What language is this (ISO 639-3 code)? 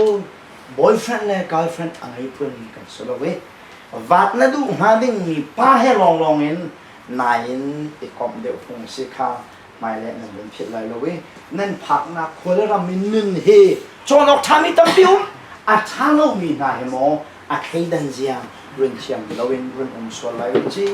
ctd